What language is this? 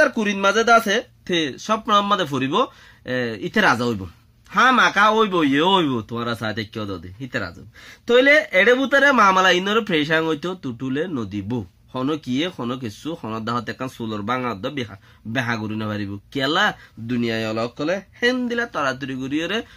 Rohingya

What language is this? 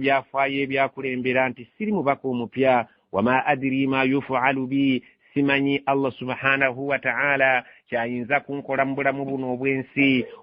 Ganda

